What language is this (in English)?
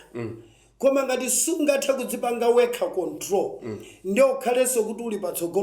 Nyanja